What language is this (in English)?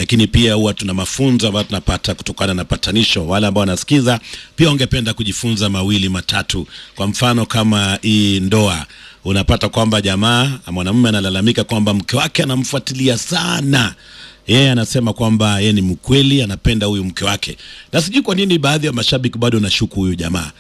Swahili